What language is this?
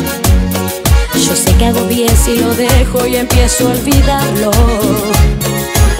Spanish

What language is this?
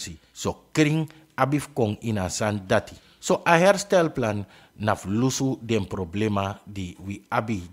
Sranan Tongo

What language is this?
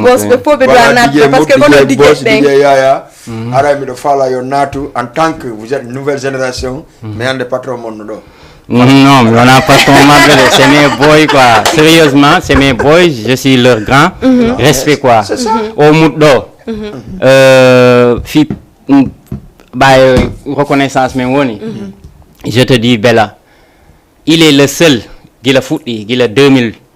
Fula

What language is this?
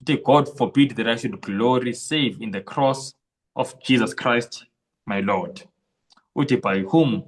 Zulu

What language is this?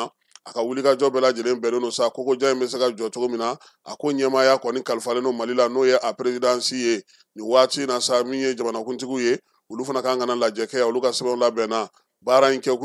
Bambara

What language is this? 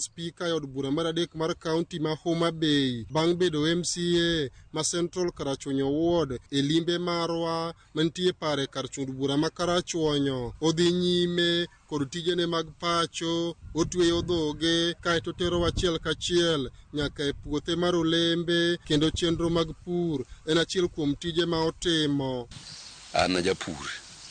Luo (Kenya and Tanzania)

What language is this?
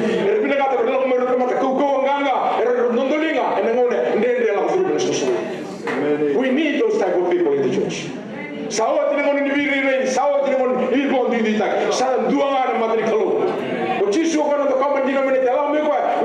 Fijian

